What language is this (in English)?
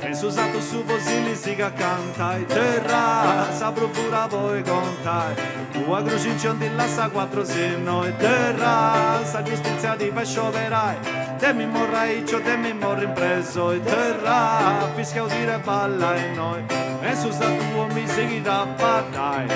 Sardinian